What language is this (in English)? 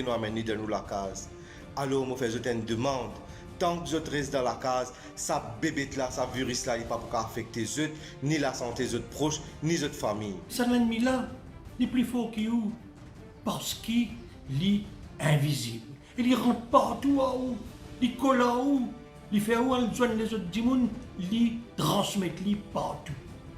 Morisyen